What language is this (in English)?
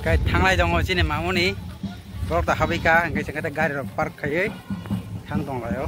Kok Borok